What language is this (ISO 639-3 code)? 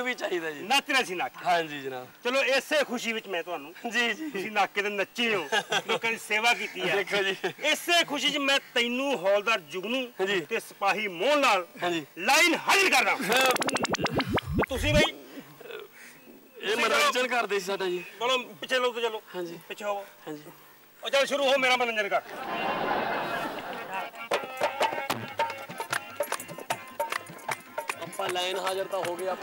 pan